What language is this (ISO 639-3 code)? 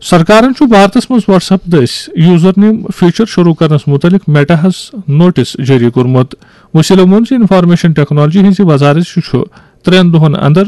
kas